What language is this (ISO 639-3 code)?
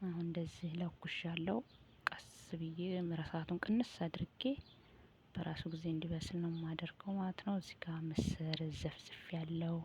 amh